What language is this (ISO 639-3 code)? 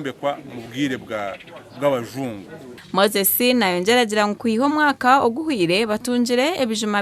nyn